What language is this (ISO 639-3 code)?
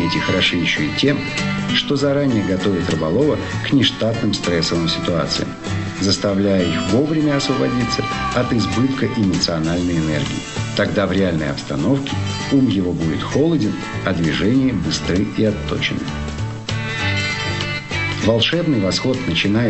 rus